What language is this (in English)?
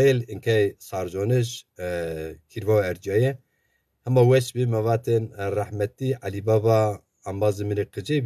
Zaza